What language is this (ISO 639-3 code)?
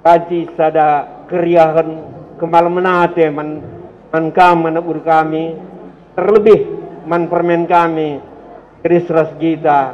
btx